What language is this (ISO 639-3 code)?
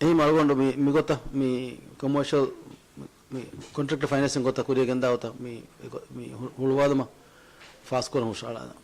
div